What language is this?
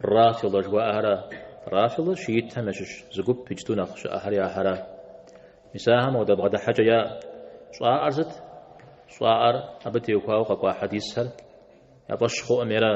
Kabardian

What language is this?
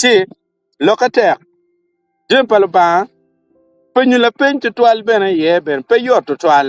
Acoli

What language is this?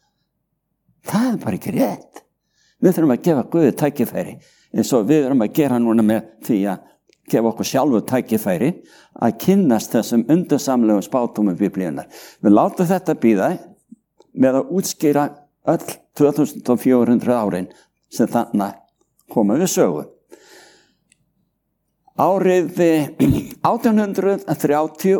Icelandic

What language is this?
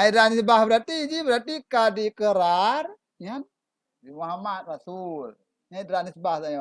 Achinese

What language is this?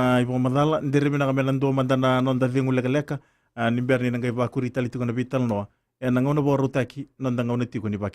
Fijian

